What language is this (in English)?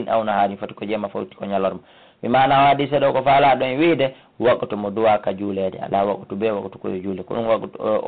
Fula